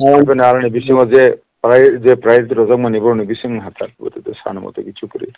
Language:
Kok Borok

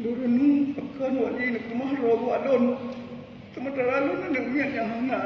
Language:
Achinese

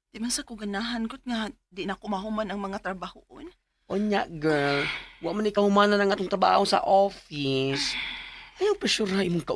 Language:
Cebuano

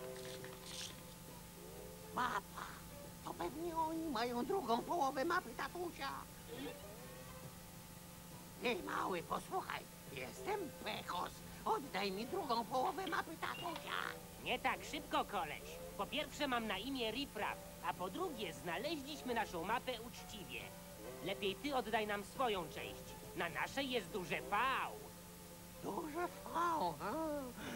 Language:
Polish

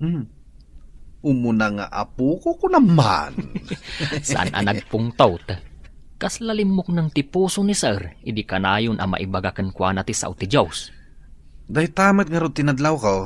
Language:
Iloko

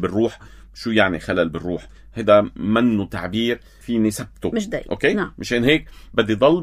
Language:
North Levantine Arabic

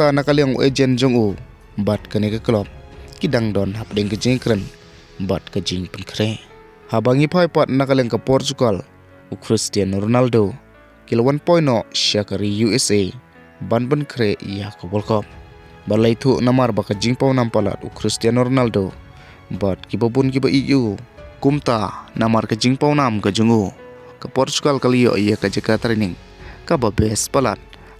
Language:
Khasi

